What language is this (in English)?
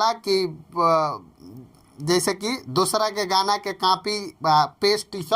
Bhojpuri